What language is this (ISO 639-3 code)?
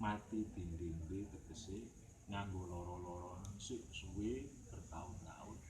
jav